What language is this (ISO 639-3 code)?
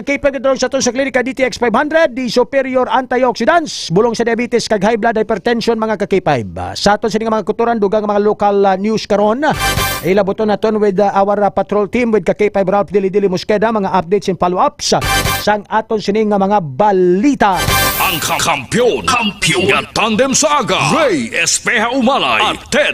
hil